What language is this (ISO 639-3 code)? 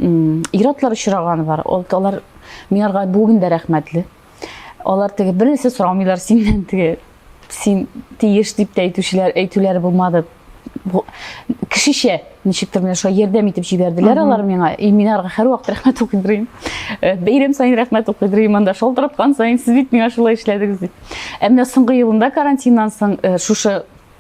tat